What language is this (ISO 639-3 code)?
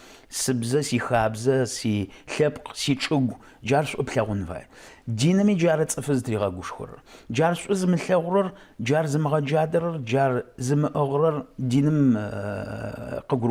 ady